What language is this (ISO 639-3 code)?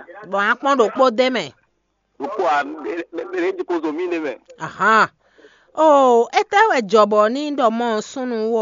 fon